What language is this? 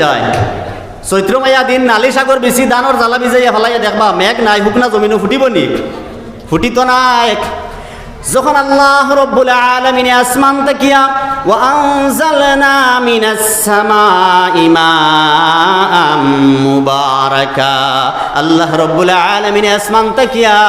Sylheti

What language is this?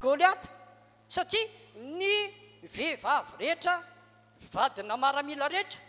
Malagasy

